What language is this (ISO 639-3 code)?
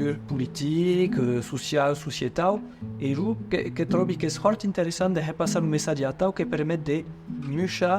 oci